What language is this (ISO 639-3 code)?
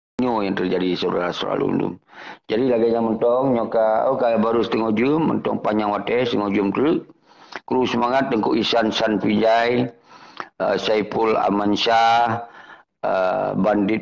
ace